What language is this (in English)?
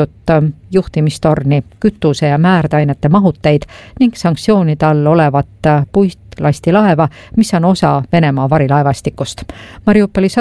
Estonian